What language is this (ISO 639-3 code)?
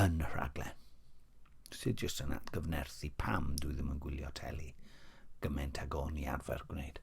cym